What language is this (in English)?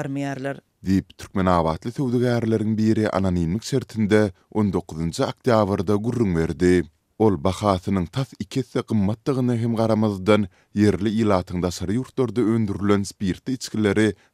Turkmen